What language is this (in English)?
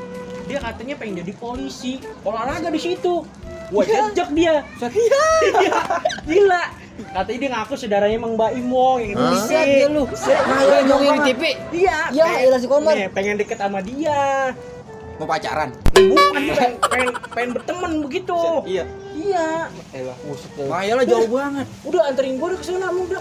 Betawi